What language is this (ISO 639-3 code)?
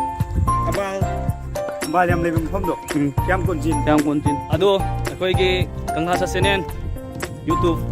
mni